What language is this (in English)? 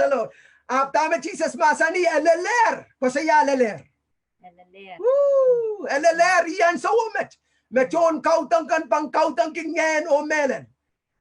Pohnpeian